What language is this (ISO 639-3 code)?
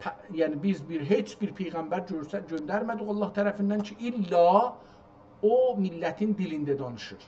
azb